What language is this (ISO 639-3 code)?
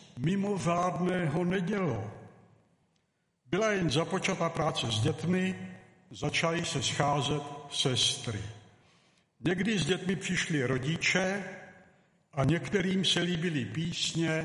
ces